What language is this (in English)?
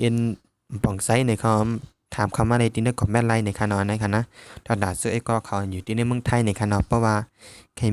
Shan